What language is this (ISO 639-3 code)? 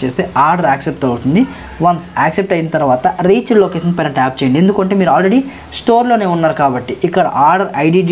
tel